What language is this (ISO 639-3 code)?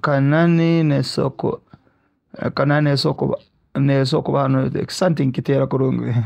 nyo